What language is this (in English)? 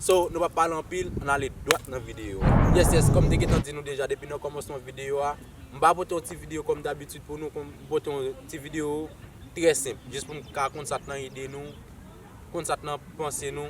Haitian Creole